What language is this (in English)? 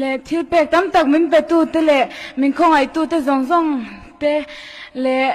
Mizo